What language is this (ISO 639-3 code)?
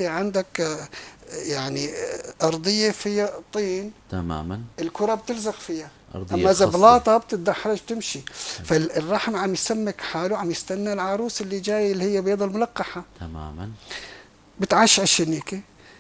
apc